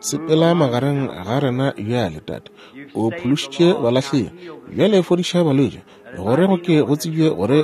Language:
Northern Sotho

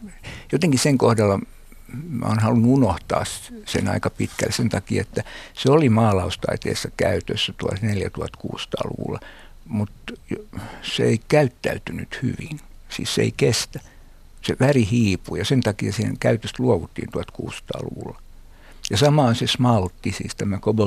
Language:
Finnish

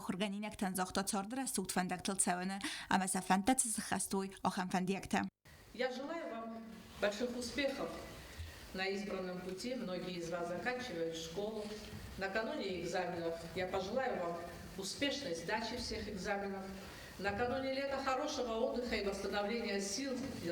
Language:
Ossetic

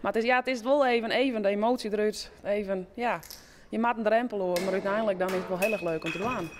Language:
Western Frisian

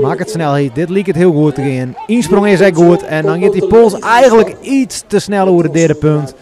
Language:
Western Frisian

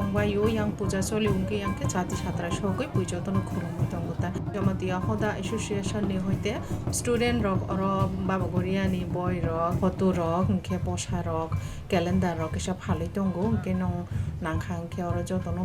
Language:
Kok Borok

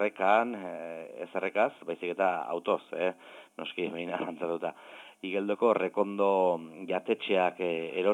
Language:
Basque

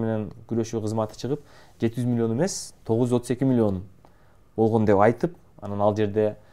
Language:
Kyrgyz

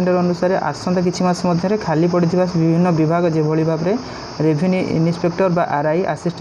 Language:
Odia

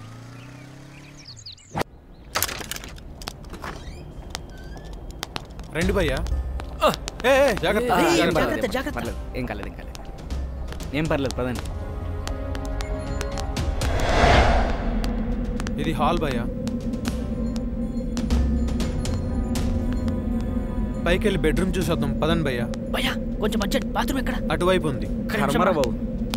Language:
Telugu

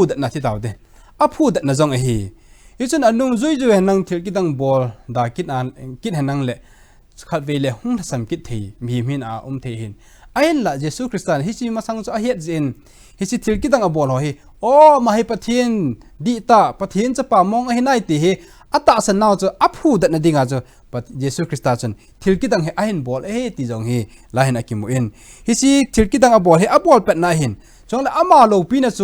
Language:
Thado Chin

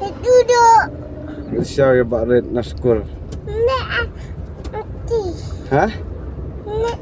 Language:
Khasi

